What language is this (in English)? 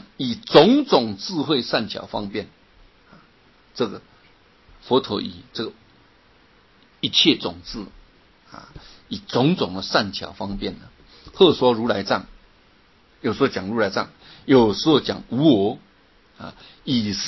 Chinese